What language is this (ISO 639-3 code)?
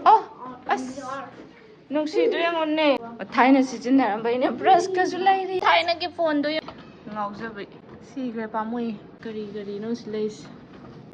mni